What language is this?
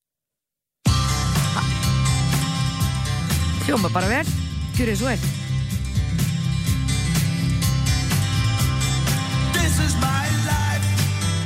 Icelandic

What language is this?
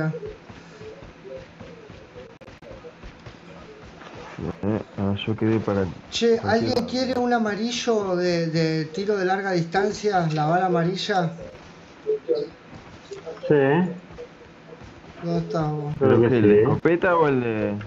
Spanish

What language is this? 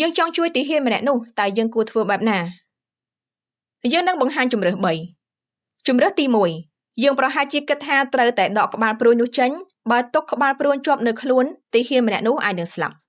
Khmer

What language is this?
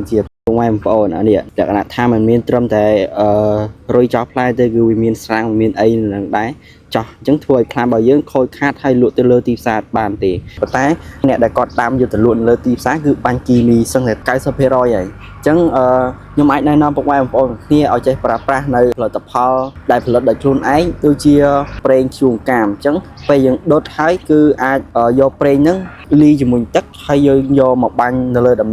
Khmer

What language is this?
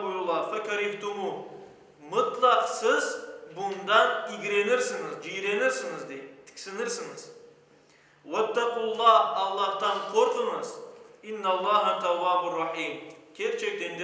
Crimean Tatar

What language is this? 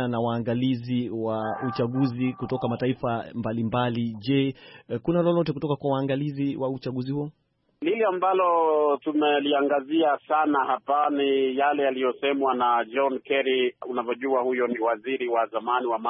Swahili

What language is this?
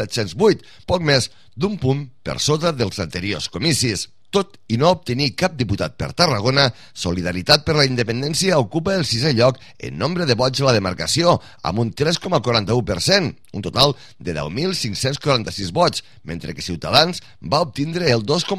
Catalan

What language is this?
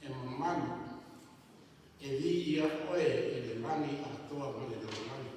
Samoan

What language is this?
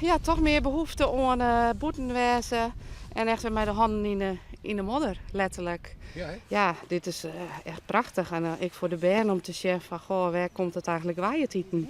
Western Frisian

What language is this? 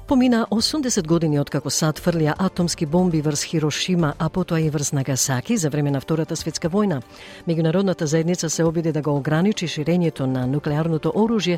Macedonian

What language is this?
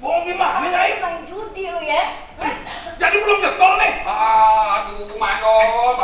Betawi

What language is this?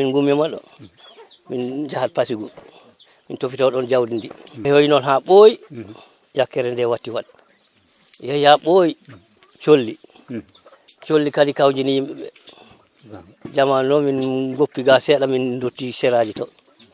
Fula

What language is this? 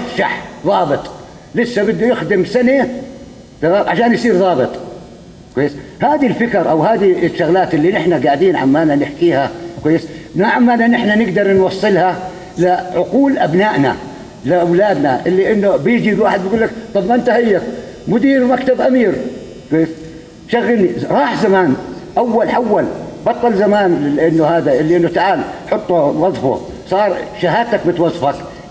North Levantine Arabic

